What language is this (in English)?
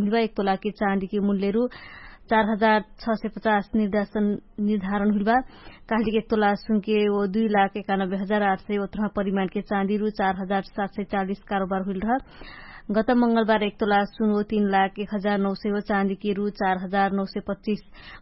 Dangaura Tharu